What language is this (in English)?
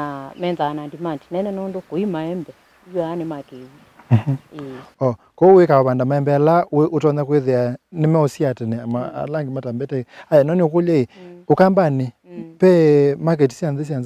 Kamba